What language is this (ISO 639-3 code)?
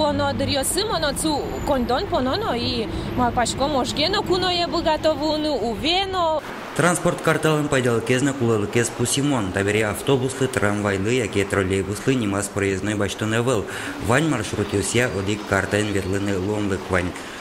udm